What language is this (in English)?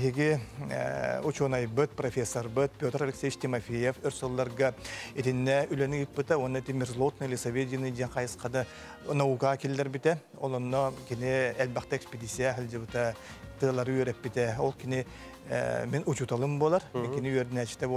Yakut